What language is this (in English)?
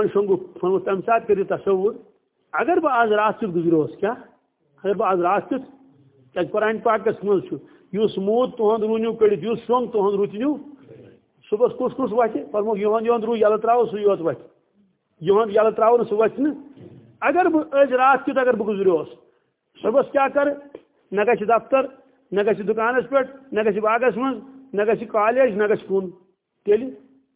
Kashmiri